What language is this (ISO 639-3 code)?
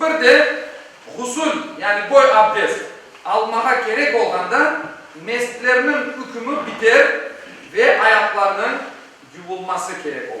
crh